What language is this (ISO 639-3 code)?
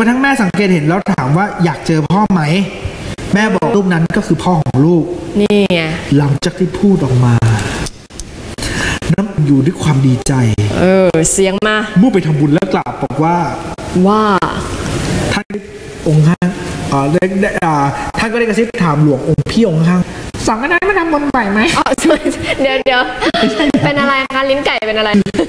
tha